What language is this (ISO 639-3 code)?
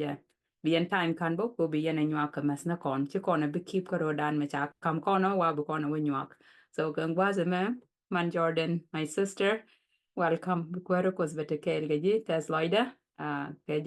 nus